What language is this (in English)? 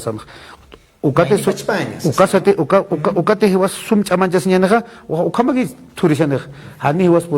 Aymara